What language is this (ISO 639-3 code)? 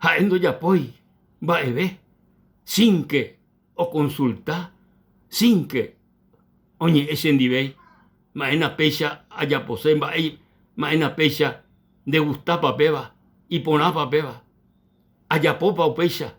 grn